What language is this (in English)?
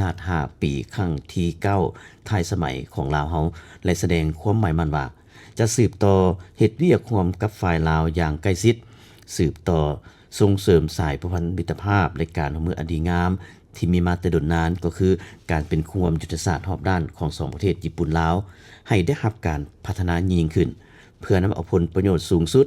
Lao